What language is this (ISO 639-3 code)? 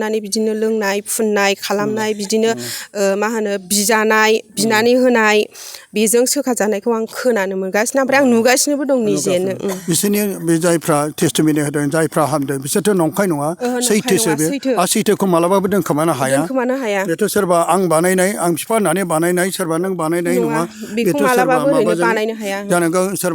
brx